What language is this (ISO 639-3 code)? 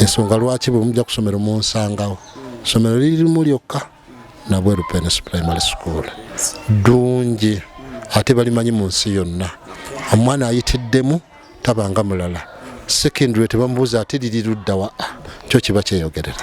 lug